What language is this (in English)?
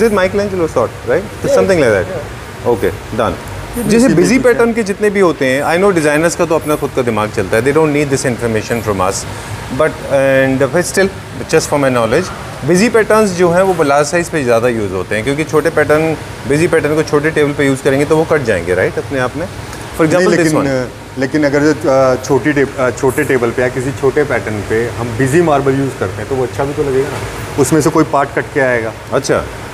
Hindi